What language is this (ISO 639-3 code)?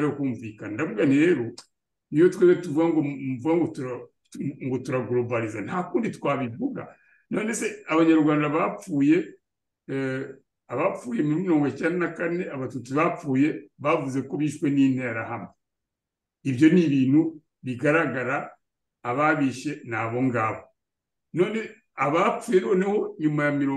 kin